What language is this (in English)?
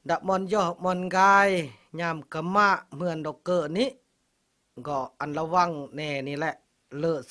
Khmu